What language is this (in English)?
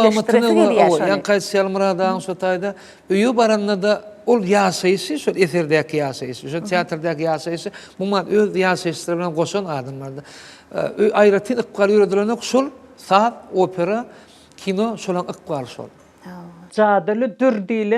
Turkmen